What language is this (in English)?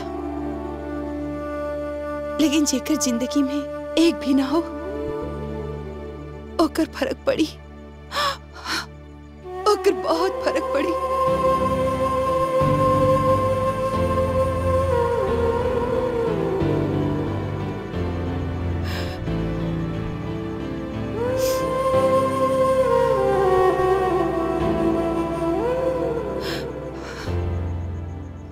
Bhojpuri